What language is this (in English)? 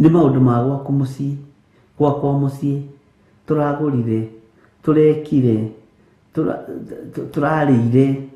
Kikuyu